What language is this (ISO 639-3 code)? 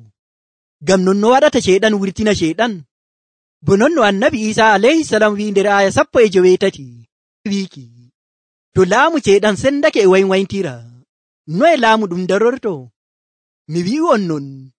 fuv